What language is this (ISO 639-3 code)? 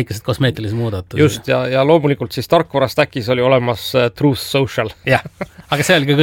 est